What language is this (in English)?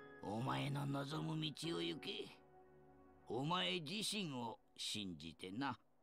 Japanese